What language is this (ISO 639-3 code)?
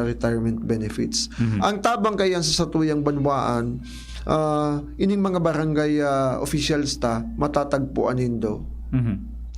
bik